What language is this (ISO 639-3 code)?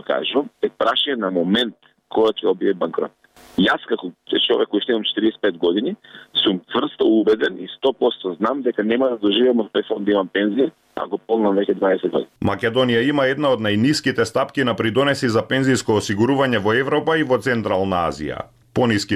mkd